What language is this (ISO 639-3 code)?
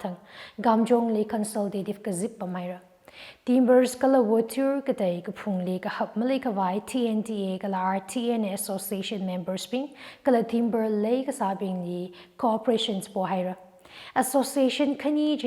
nmf